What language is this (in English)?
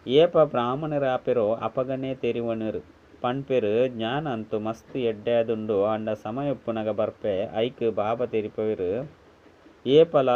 Tulu